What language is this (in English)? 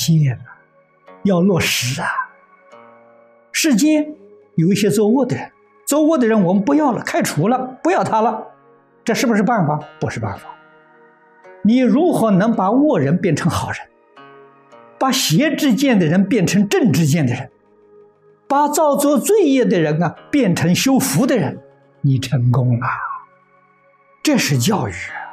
Chinese